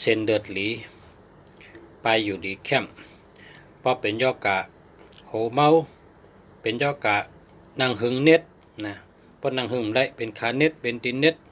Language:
Shan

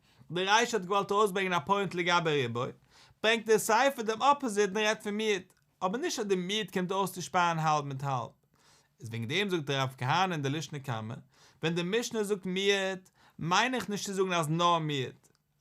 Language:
Yiddish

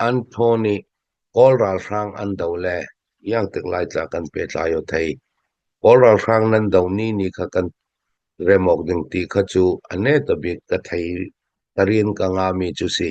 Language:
Hakha Chin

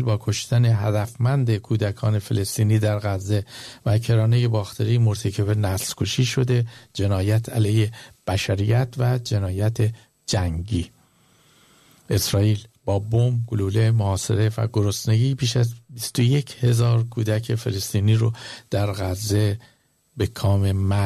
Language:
Persian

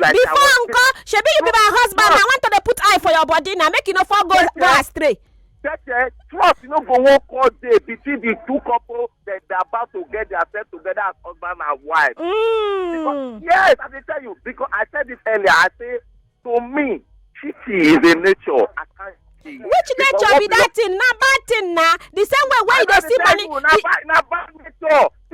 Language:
Nigerian Pidgin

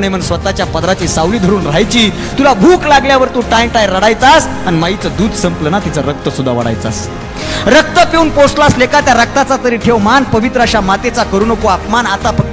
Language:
Marathi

